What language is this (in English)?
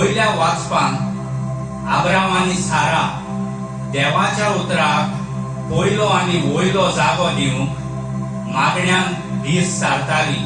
Konkani